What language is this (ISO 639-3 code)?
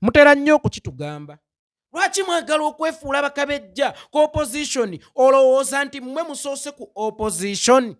lug